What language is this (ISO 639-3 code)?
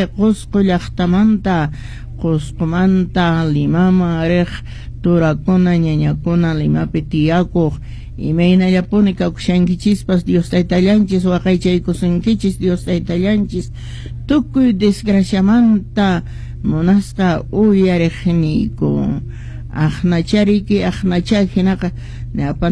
que